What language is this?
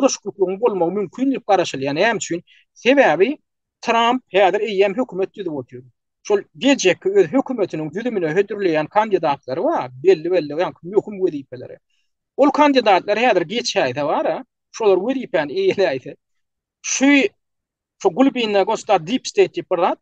Turkmen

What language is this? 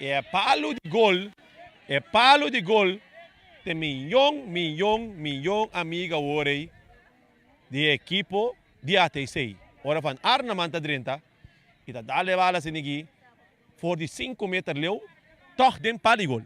Papiamento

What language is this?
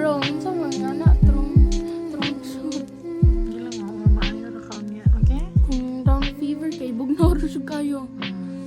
Cebuano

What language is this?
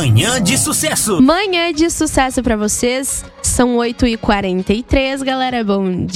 Portuguese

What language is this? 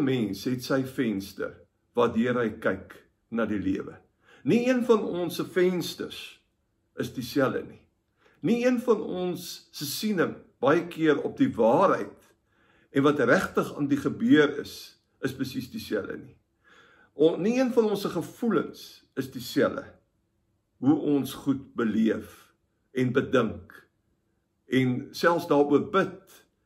Afrikaans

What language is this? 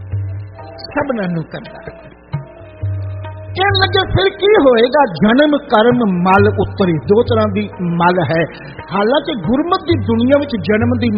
Punjabi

